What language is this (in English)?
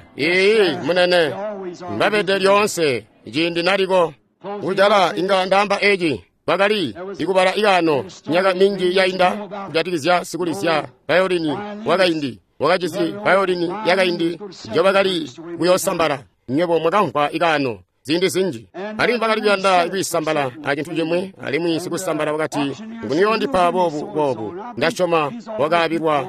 Tonga (Zambia)